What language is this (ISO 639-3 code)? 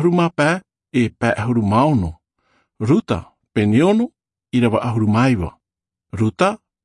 tah